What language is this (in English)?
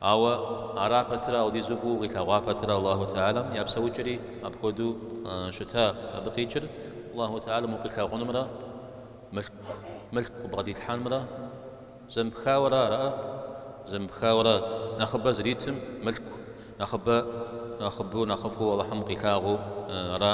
Kabardian